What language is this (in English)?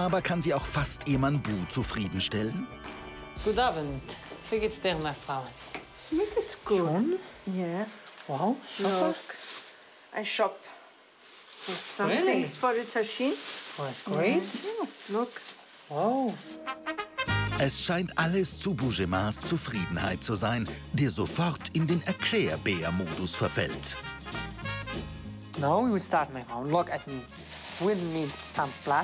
German